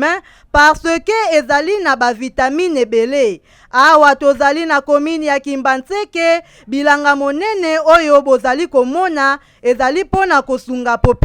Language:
Lingala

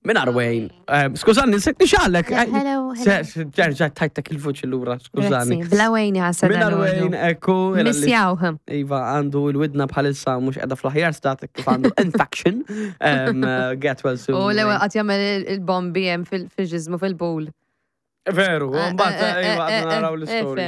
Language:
Maltese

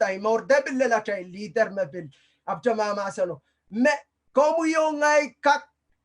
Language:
Pohnpeian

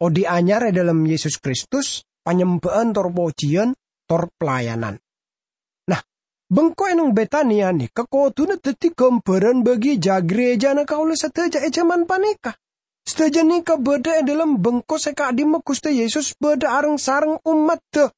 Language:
Madurese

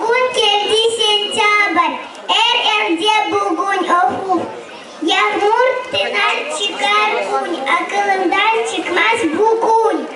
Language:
Crimean Tatar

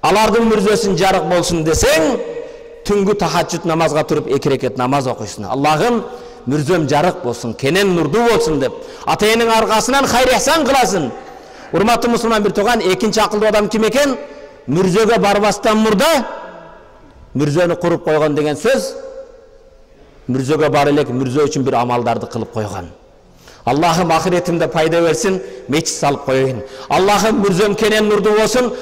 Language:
Kyrgyz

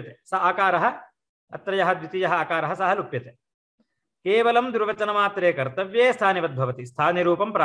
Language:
Sanskrit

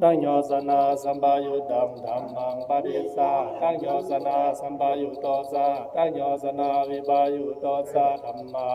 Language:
Pali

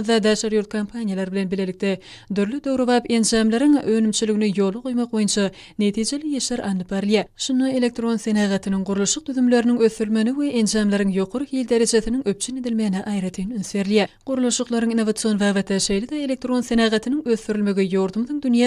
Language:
Turkmen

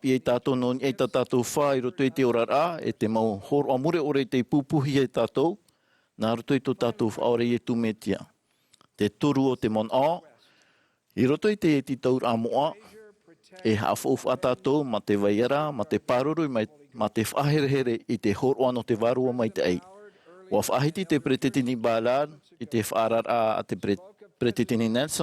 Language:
Tahitian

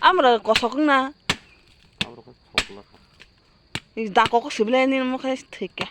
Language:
Kok Borok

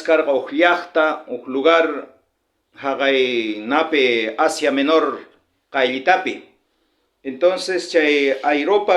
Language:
South Bolivian Quechua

